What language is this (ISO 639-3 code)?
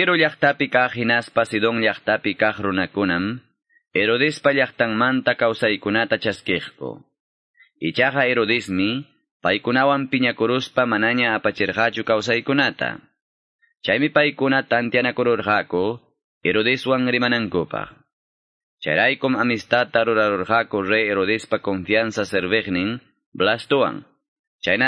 que